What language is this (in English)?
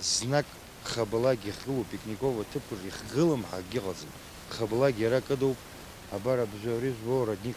Abkhazian